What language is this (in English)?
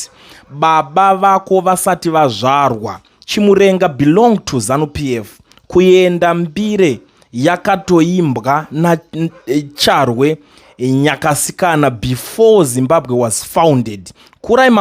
Shona